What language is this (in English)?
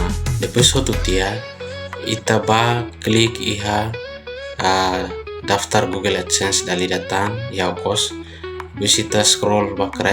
Tetum